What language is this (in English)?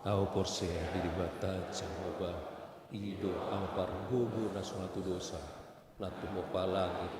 Batak Toba